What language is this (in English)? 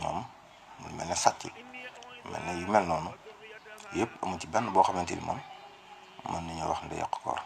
Wolof